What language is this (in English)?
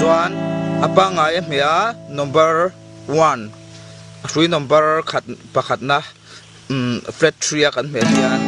Mizo